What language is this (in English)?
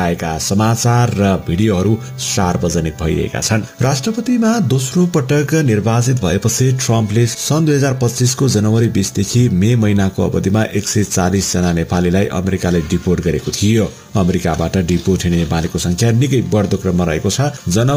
Nepali